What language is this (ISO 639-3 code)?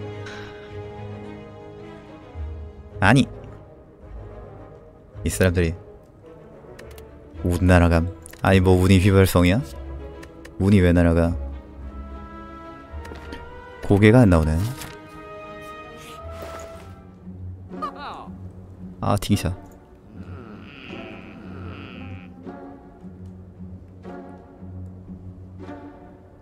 kor